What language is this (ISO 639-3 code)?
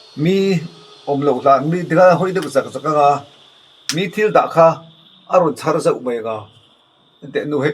lus